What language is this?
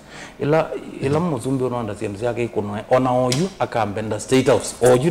Kamba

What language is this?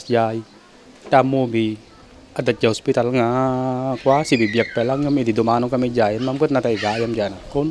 Iloko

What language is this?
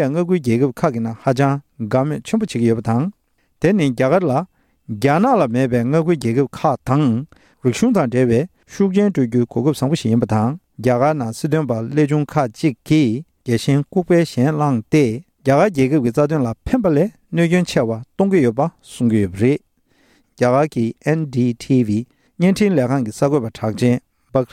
Tibetan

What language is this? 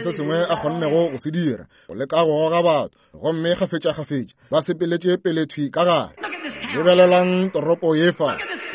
Northern Sotho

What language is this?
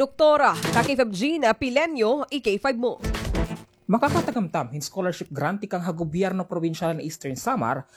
Waray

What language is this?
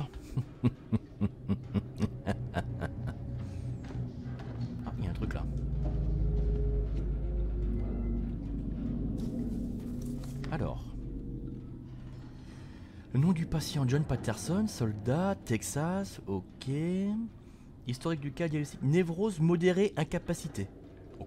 French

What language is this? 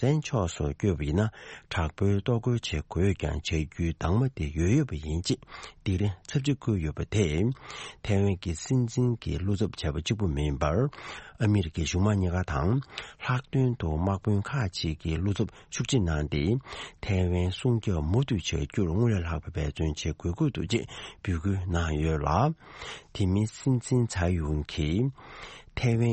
Tibetan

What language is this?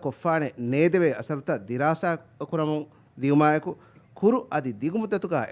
Divehi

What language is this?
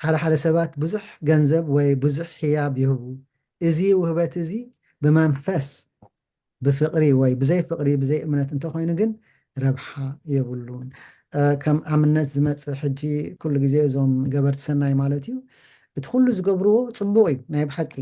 Tigrinya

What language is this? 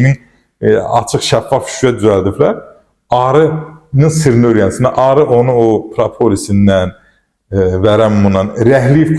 Azerbaijani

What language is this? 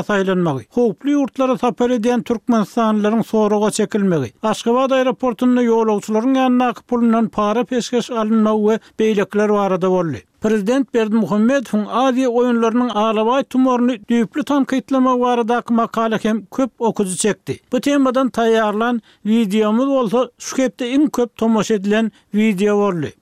Turkmen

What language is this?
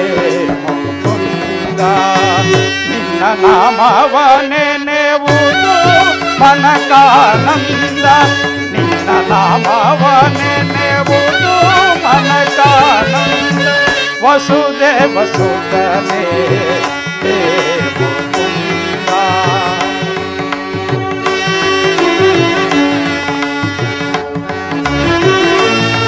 Kannada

